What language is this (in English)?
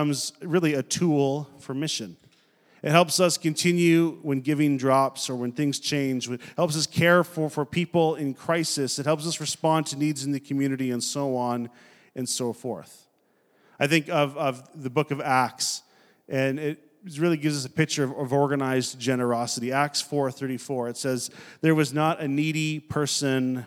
English